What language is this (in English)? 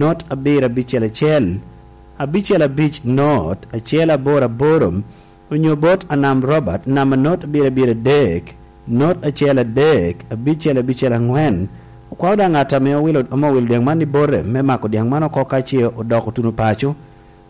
Lango (Uganda)